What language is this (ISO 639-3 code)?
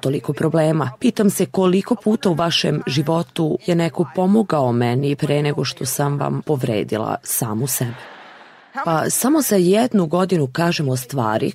srp